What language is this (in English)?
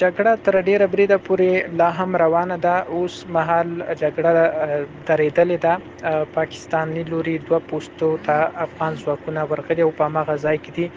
Pashto